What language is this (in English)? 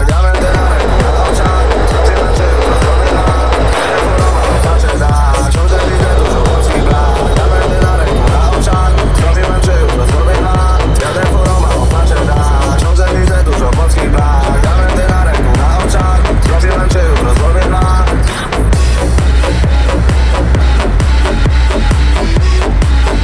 Polish